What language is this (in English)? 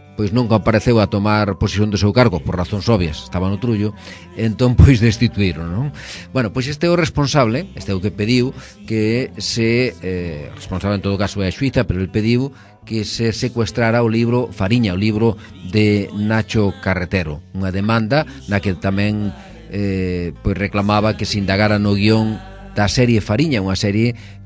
Galician